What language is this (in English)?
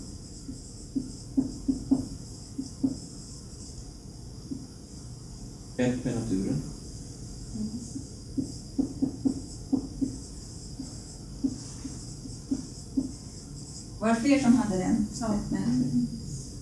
Swedish